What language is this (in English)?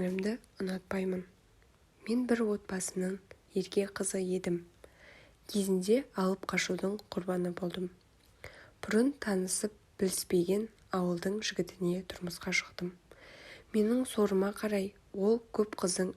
Kazakh